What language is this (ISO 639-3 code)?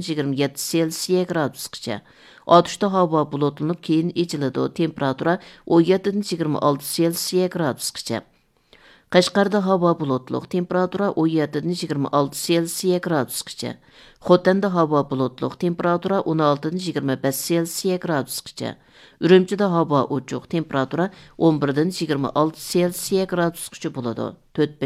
uig